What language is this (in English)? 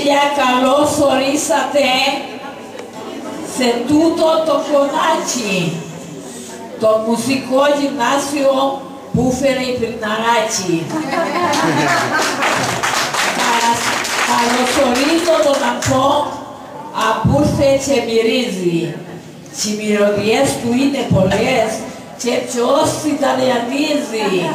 Greek